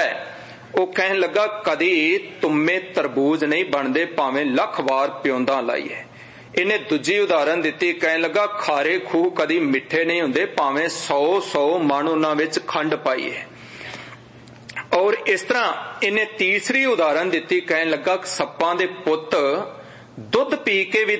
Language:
Punjabi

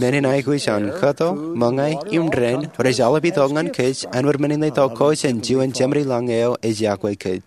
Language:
Marshallese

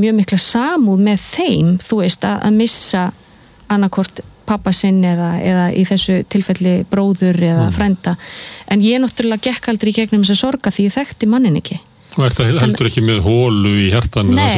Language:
Icelandic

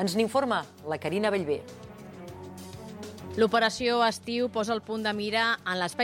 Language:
Catalan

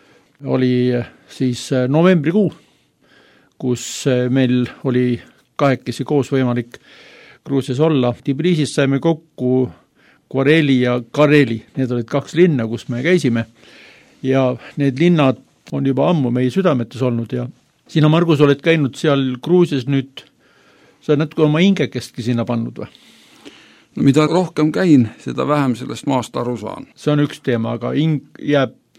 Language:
Estonian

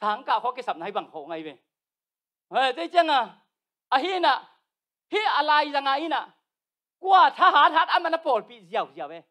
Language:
Tedim Chin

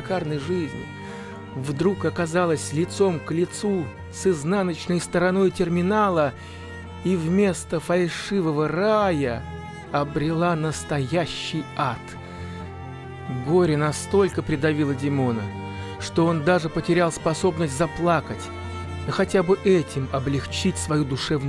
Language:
Russian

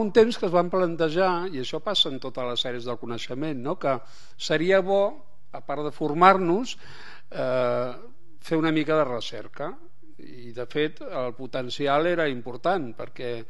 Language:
Catalan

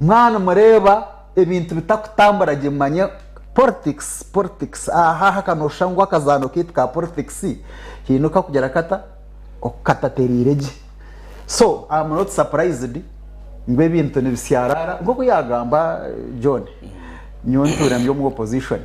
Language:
Nyankole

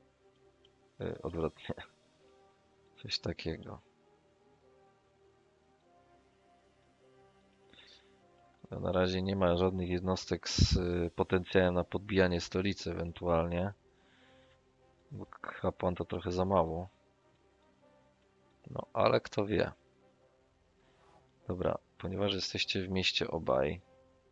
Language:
Polish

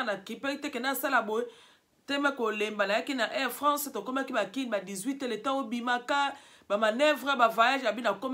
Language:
Lingala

